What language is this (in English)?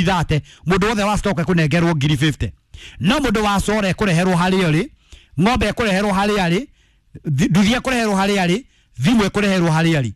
Kikuyu